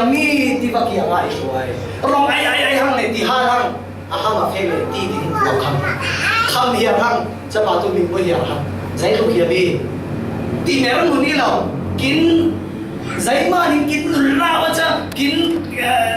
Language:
Falam Chin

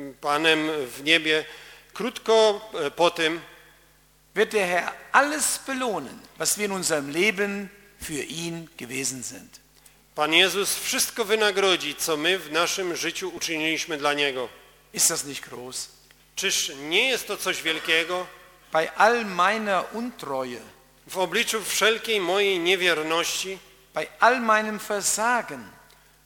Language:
Polish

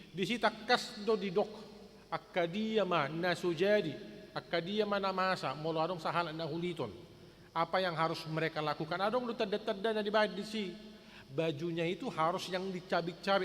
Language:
Batak Toba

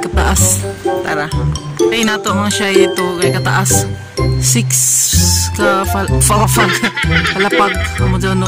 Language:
Cebuano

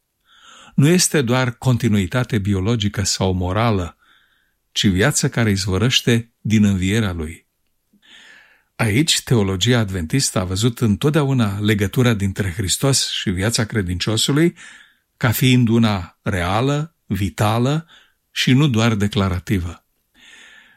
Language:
Romanian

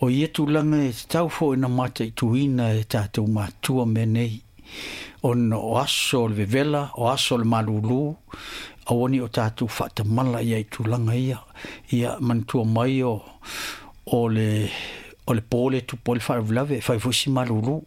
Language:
Samoan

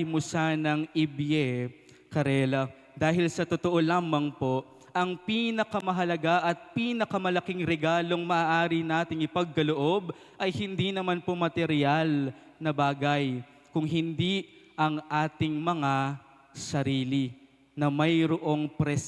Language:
Pampanga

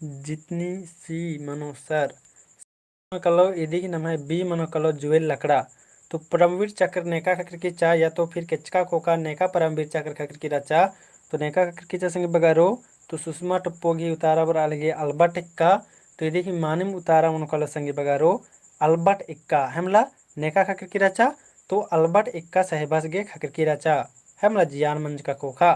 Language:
Kurukh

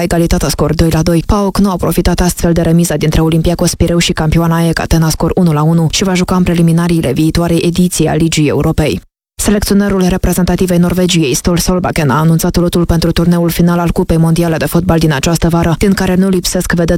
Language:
Romanian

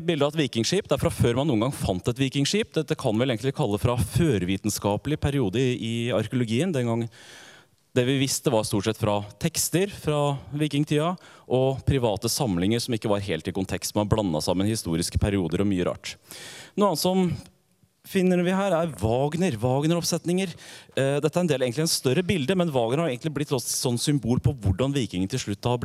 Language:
Norwegian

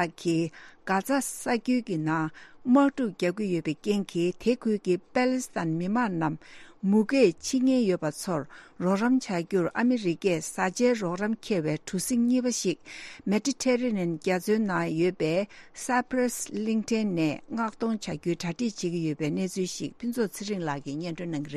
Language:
Tibetan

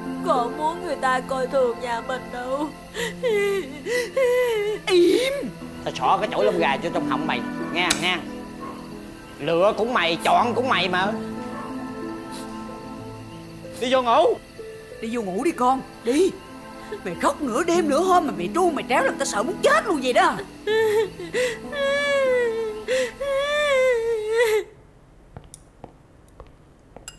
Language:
Vietnamese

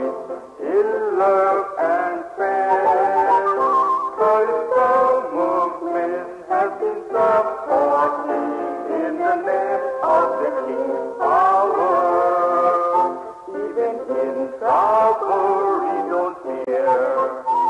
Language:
English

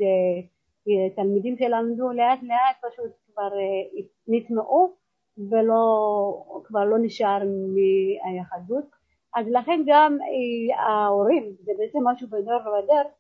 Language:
Hebrew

